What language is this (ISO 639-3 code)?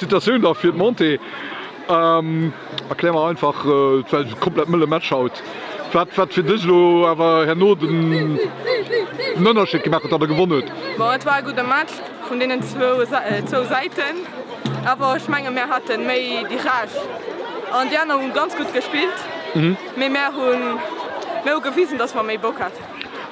ltz